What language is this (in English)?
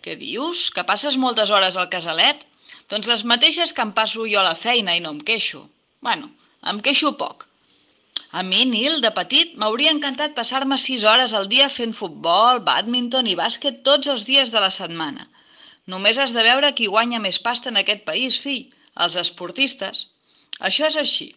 Catalan